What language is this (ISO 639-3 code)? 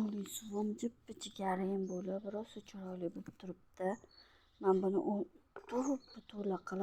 uzb